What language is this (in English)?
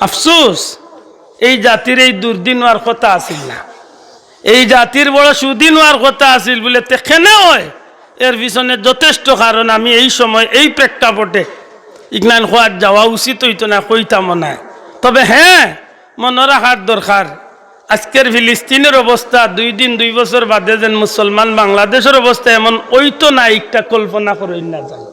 Sylheti